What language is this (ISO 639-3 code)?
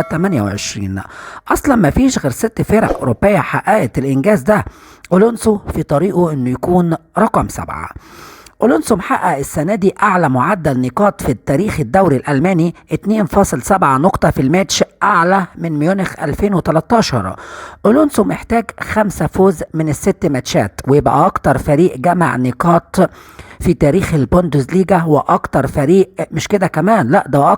arz